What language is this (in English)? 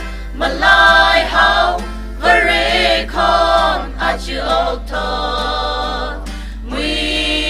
Tangkhul Naga (India)